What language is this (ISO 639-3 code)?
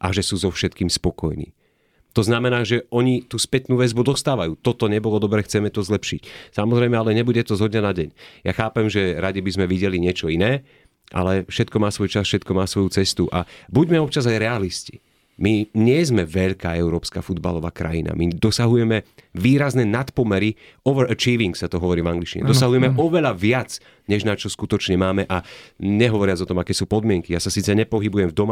slk